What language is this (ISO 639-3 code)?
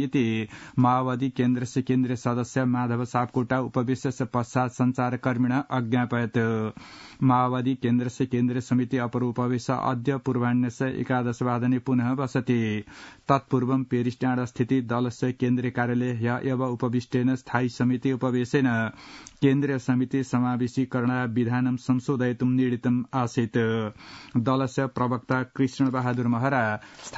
san